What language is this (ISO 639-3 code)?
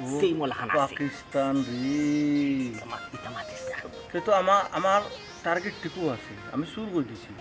syl